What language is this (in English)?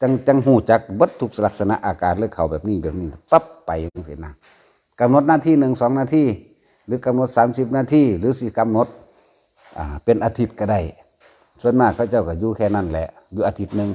Northeastern Thai